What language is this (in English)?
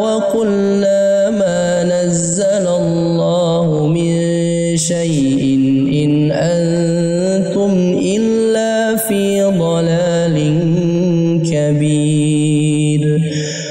Arabic